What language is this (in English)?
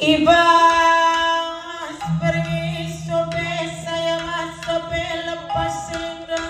Batak Karo